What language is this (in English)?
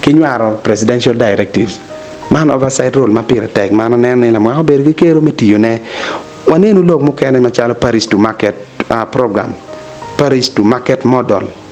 Acoli